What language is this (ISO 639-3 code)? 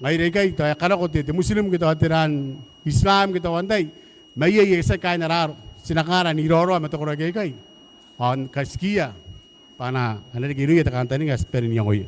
gil